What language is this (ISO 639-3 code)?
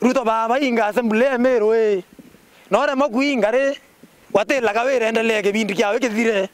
mer